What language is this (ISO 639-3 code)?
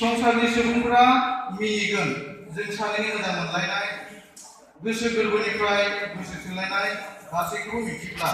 brx